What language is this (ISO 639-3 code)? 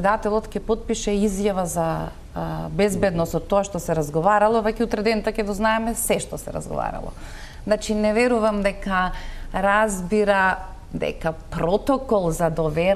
mkd